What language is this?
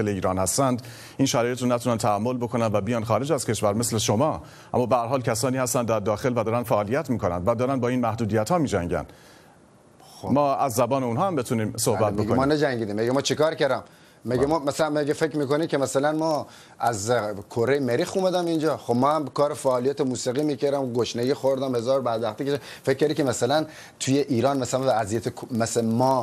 Persian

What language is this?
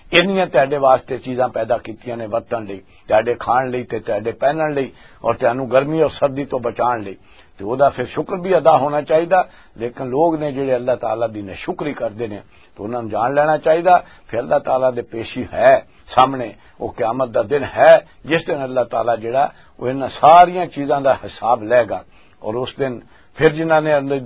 Western Panjabi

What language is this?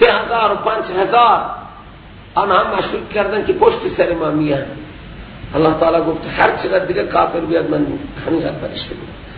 Persian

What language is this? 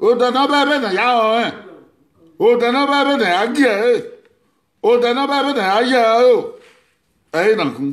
Bini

